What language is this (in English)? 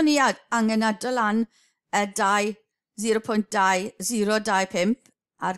Welsh